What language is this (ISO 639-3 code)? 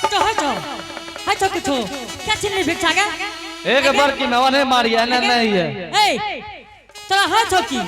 anp